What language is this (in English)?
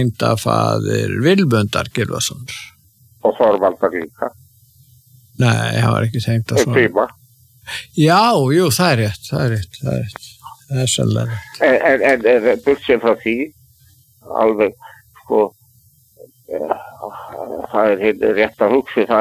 Icelandic